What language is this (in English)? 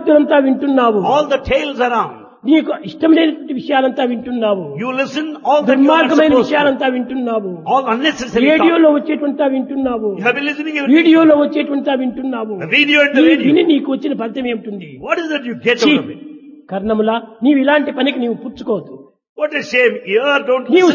Telugu